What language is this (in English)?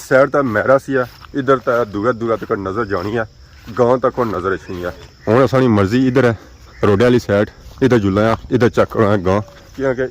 Pahari-Potwari